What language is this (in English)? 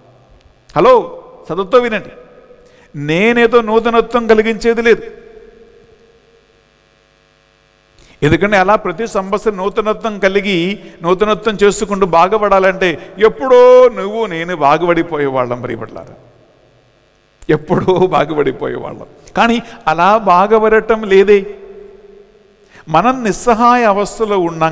Telugu